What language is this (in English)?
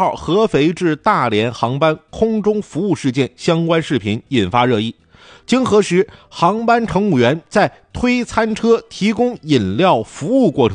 Chinese